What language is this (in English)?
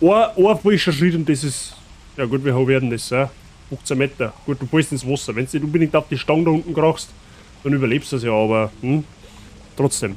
Bavarian